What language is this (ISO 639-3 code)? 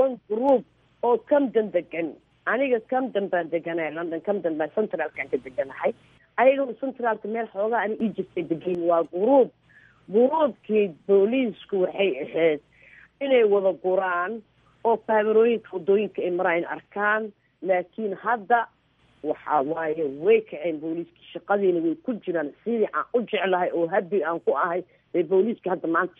som